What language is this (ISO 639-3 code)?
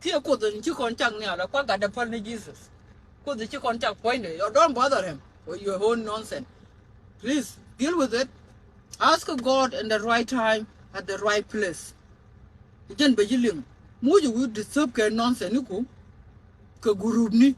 nus